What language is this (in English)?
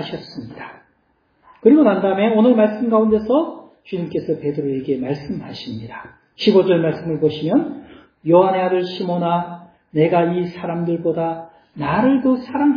Korean